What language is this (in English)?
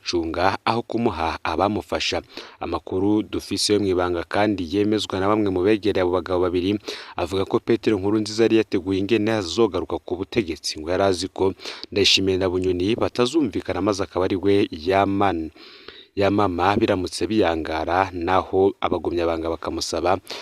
Rundi